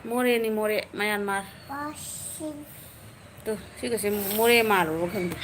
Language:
Manipuri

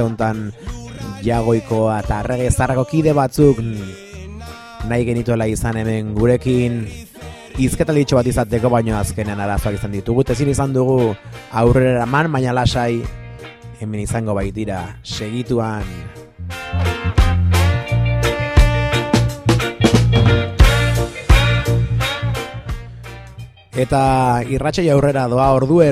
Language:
Basque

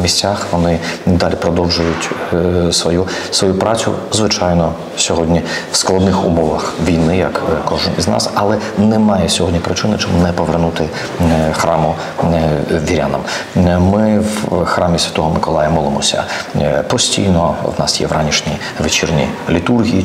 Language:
Ukrainian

